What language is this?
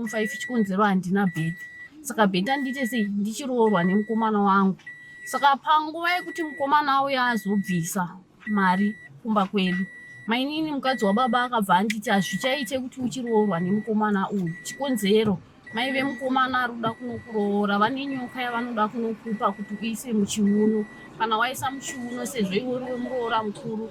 Shona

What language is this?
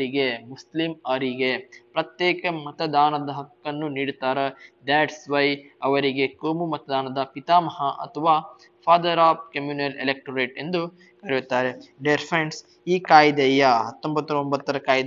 Kannada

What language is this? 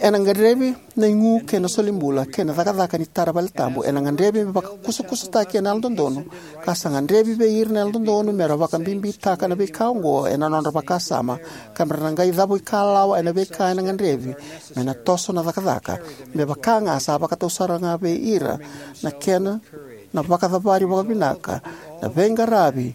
Fijian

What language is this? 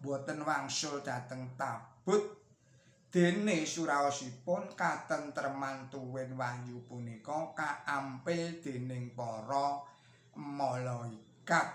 Javanese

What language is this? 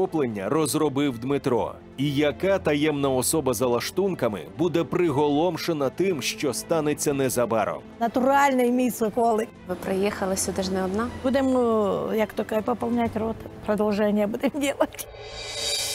Ukrainian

